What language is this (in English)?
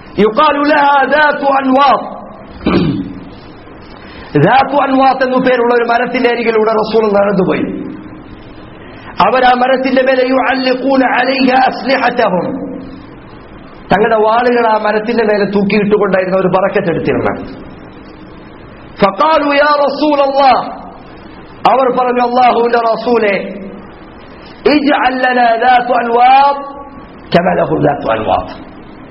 Malayalam